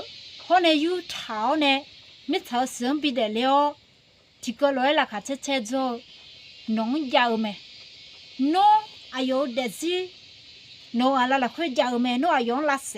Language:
Akha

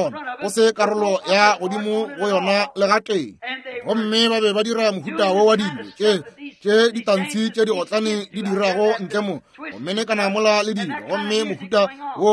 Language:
Northern Sotho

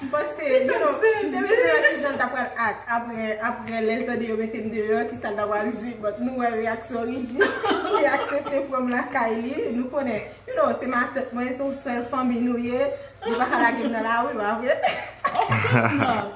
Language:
Haitian Creole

